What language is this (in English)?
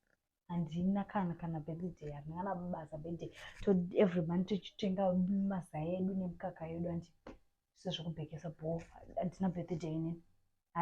Shona